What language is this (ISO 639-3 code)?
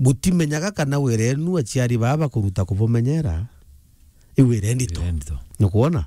mer